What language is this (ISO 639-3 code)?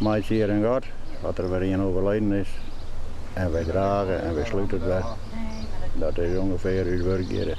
fry